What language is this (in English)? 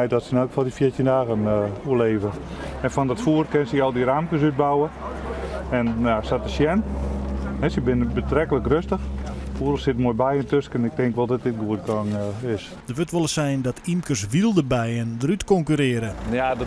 Western Frisian